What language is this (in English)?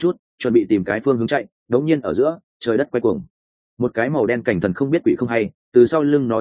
Vietnamese